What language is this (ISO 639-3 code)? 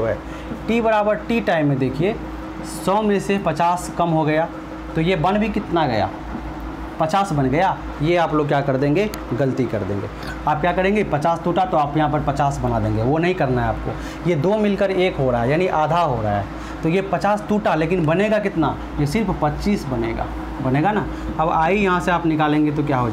hin